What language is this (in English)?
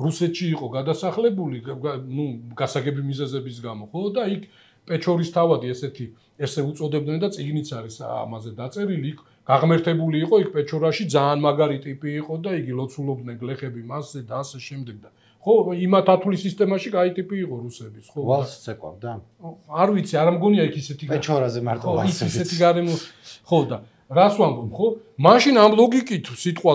Georgian